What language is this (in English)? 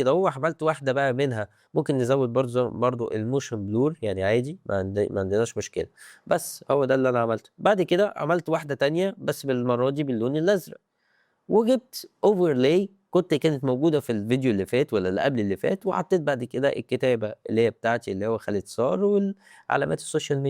Egyptian Arabic